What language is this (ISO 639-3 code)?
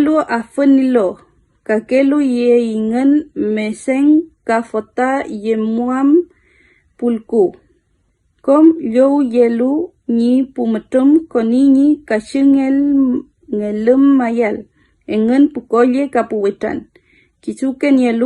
arn